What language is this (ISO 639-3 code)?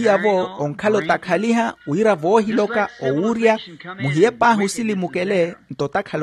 vmw